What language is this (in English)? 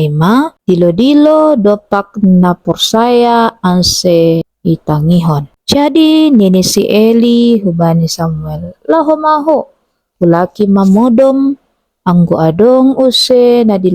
Batak Simalungun